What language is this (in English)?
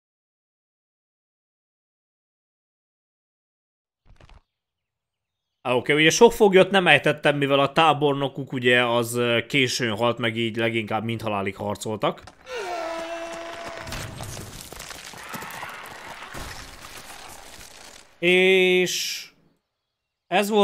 Hungarian